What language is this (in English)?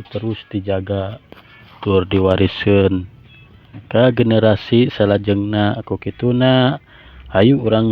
Sundanese